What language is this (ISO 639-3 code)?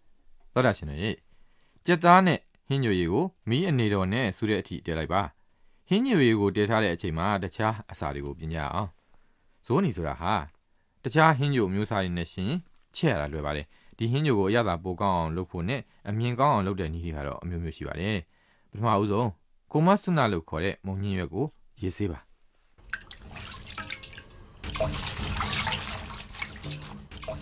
mya